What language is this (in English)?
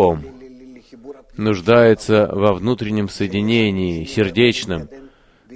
Russian